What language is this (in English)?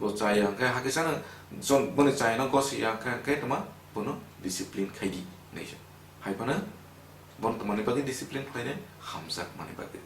Kok Borok